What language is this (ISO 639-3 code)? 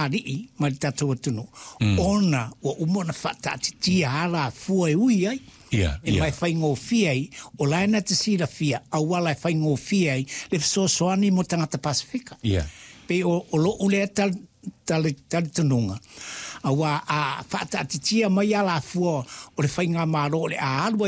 smo